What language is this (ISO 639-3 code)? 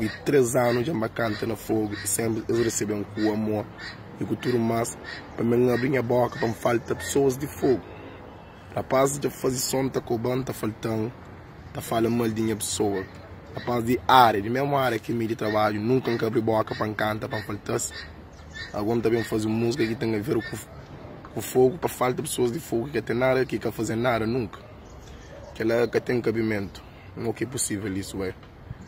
kea